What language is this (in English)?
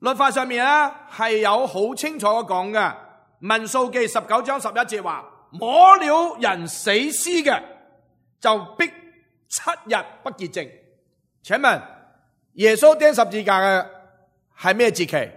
Cantonese